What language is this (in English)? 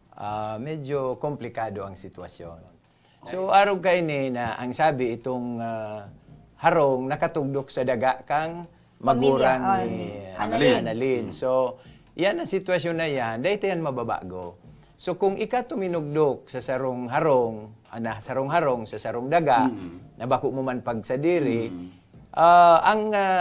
Bikol